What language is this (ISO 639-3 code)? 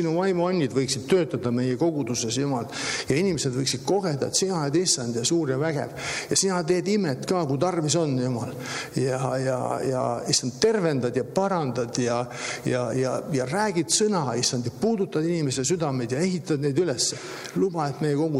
est